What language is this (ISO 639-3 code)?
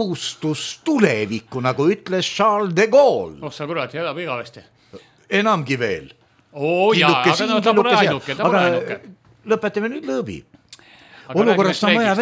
est